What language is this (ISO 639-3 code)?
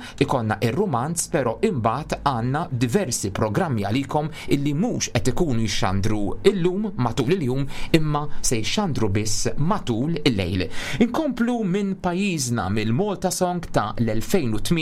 mlt